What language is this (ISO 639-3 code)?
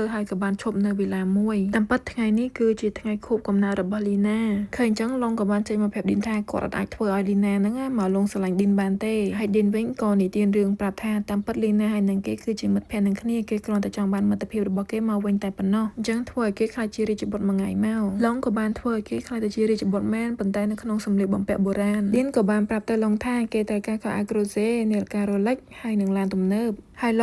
khm